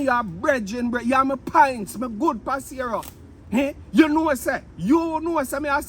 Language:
Jamaican Creole English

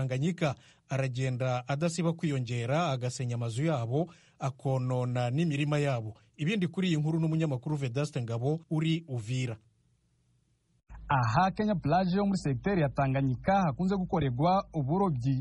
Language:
Kinyarwanda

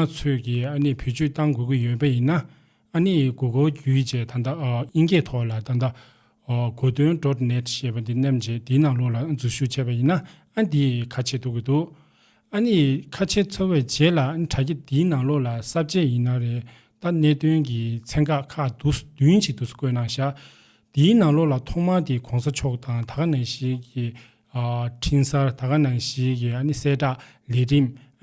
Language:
Tibetan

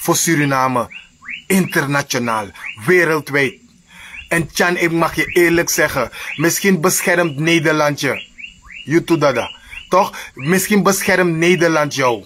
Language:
Sranan Tongo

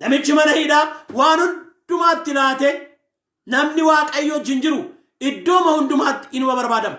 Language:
Oromo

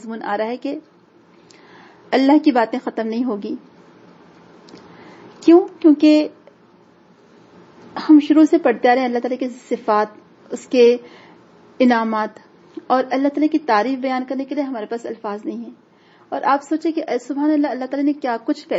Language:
Urdu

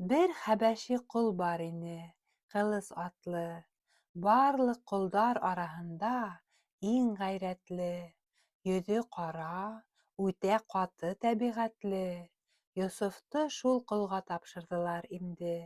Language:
Bashkir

